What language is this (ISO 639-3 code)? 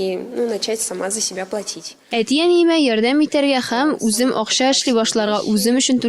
tat